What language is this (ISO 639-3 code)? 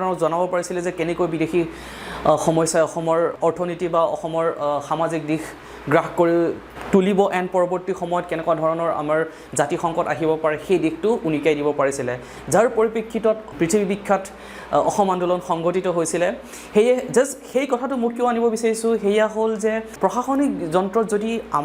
asm